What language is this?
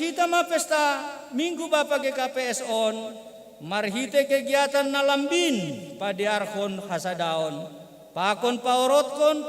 Batak Simalungun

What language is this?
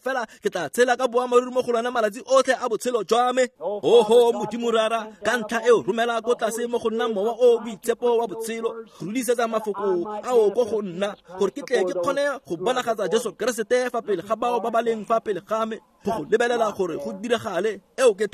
Tswana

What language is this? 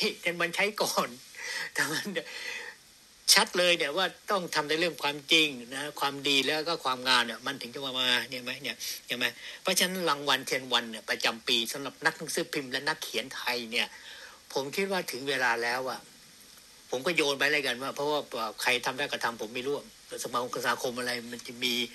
Thai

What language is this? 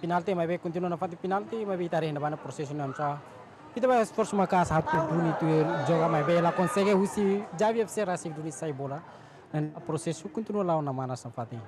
Tetum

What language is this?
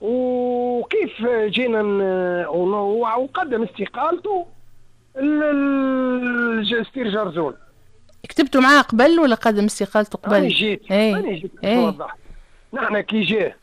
Tunisian Arabic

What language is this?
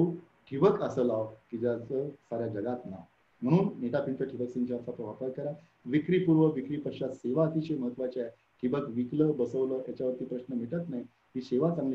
Marathi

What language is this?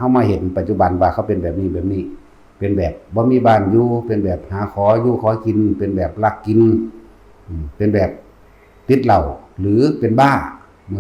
Northeastern Thai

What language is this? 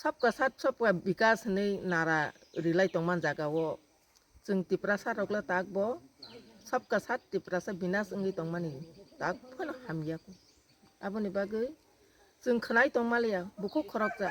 Kok Borok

